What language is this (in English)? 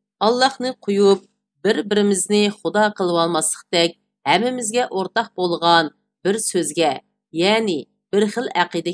Uyghur